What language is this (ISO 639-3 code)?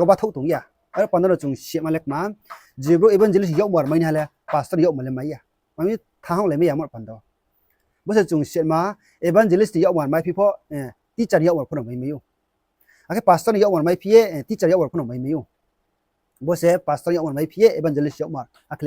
ria